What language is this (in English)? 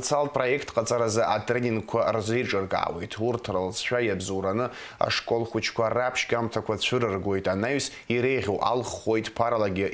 Abkhazian